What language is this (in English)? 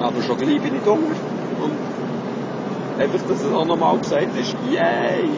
Swiss German